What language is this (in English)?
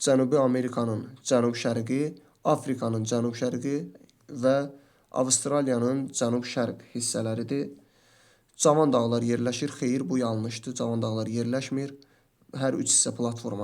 Azerbaijani